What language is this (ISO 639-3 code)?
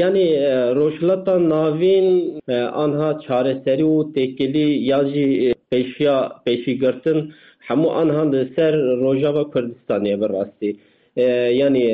kur